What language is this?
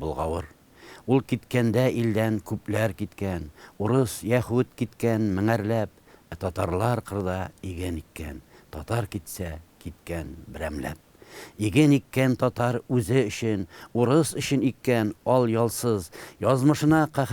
Tatar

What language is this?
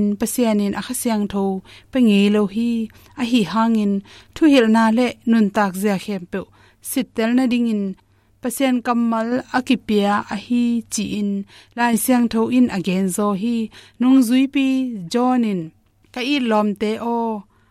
Tedim Chin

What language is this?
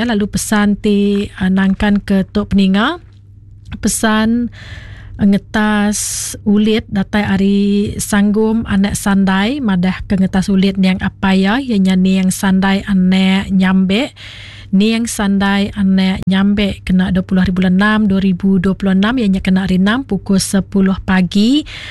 Iban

